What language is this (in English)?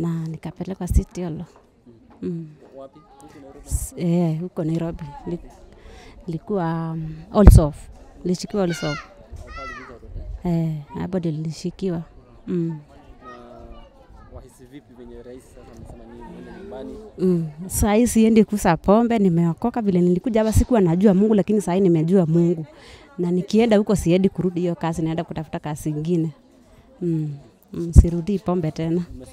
Swahili